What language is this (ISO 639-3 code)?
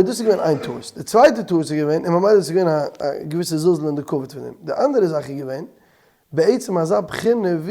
yid